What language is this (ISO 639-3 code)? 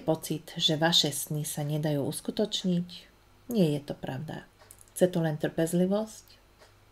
slk